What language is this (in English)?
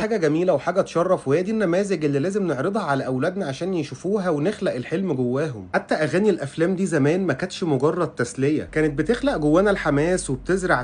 Egyptian Arabic